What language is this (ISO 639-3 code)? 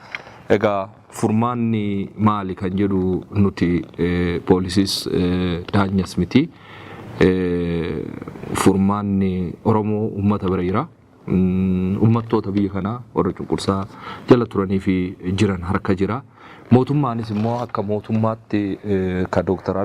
orm